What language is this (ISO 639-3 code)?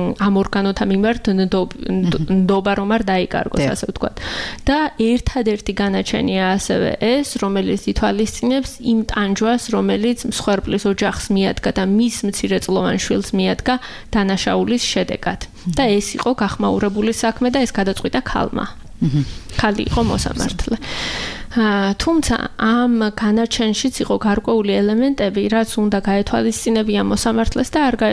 kat